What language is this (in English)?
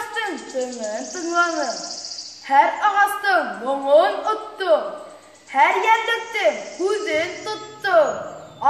Bashkir